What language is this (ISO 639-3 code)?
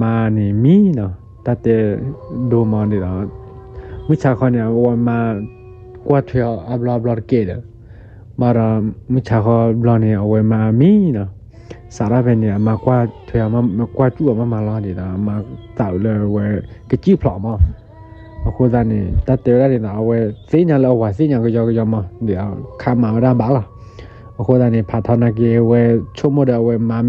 ksw